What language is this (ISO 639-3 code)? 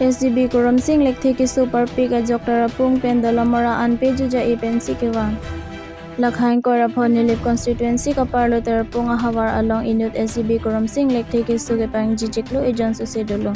mjw